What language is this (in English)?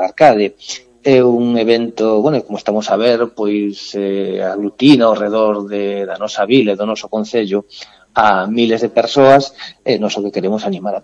Galician